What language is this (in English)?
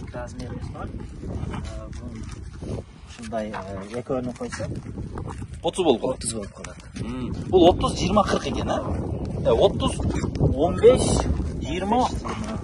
Kyrgyz